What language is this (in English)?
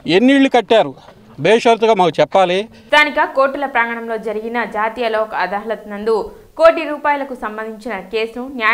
Telugu